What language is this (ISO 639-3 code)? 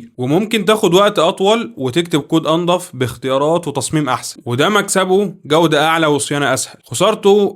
arz